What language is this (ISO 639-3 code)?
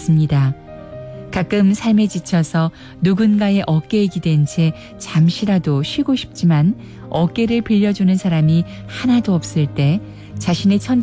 kor